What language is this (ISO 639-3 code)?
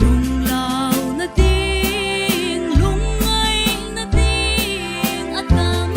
pck